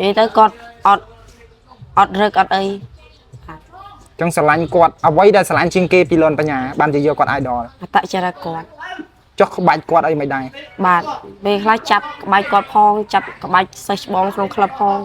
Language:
Khmer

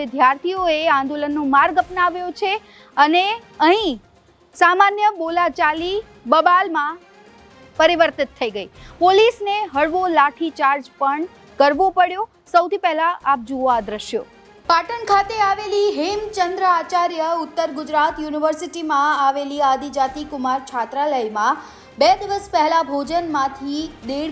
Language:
Gujarati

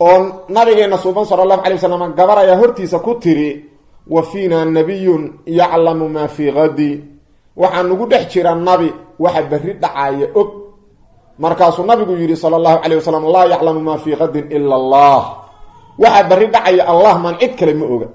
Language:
Somali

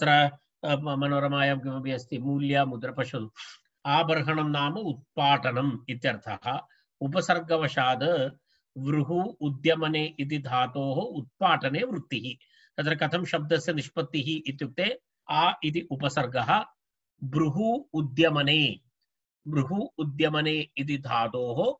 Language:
Sanskrit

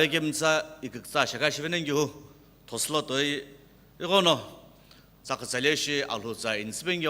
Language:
Sumi Naga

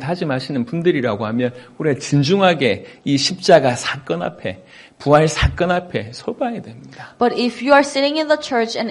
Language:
Korean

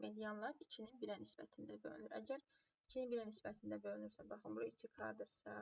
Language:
Azerbaijani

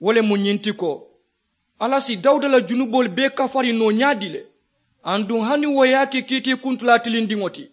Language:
Mandingo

